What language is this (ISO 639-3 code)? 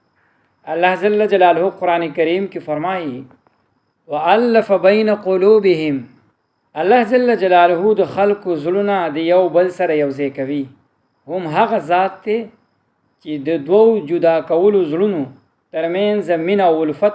pus